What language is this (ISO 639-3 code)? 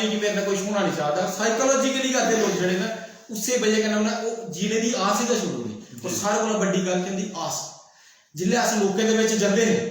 doi